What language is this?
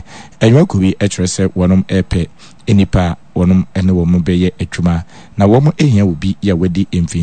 Akan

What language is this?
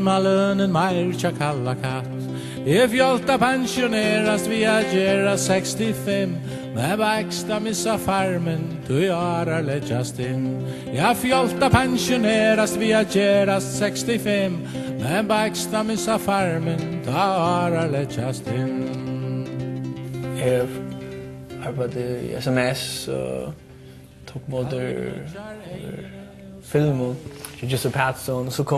Faroese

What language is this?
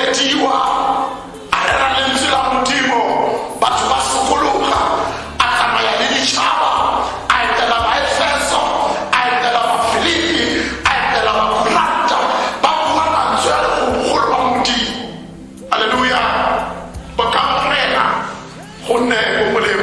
Tswana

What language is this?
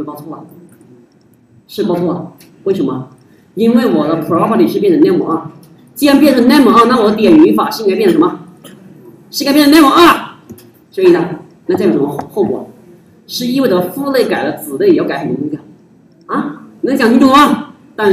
Chinese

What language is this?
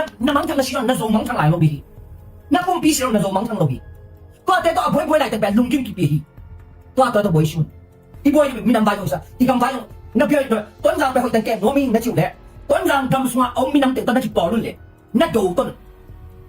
Tedim Chin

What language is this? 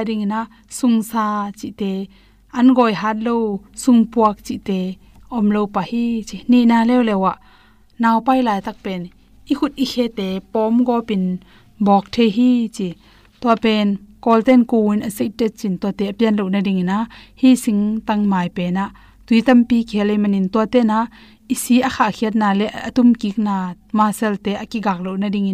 Tedim Chin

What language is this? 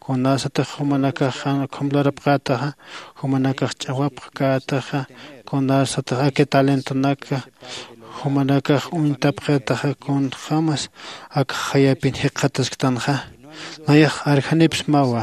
Aymara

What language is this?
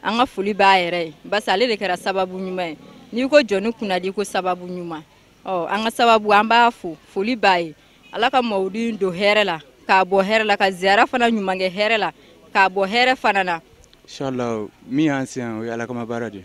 Bambara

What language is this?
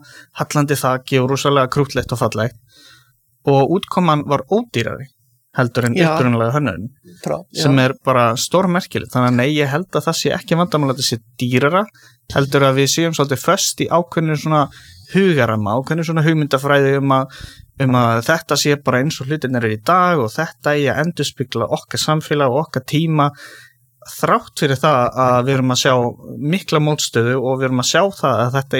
Icelandic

